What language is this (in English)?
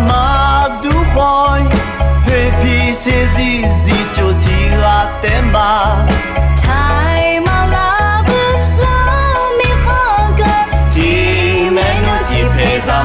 Akha